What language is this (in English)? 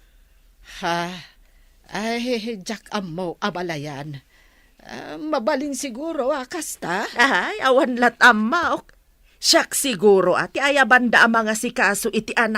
Iloko